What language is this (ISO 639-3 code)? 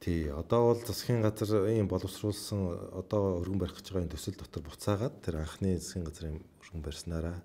mon